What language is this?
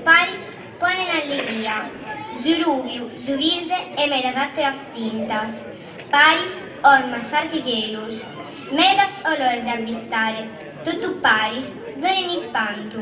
Sardinian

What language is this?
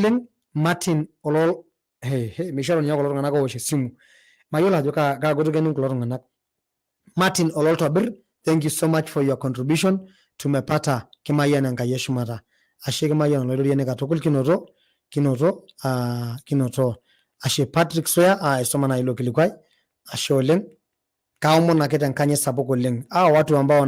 Masai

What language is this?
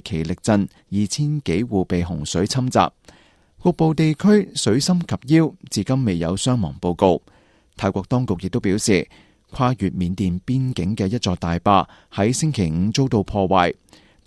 Cantonese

